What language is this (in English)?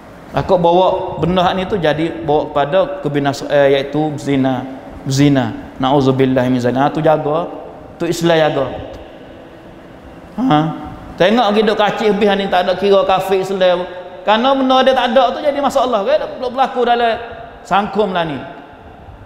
Malay